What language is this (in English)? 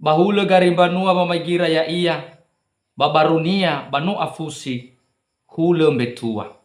Nias